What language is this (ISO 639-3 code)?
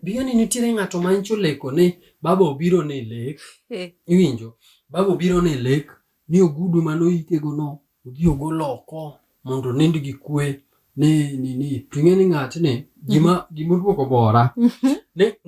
luo